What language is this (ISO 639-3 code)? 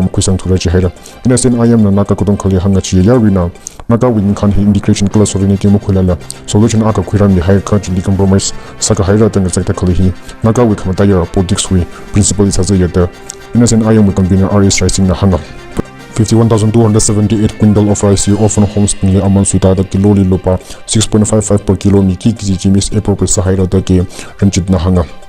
nmf